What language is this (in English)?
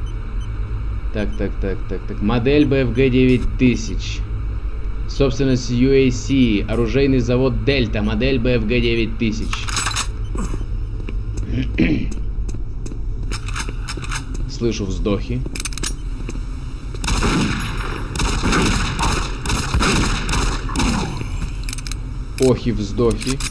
Russian